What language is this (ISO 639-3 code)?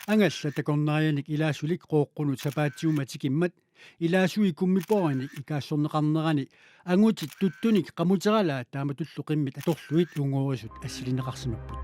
kal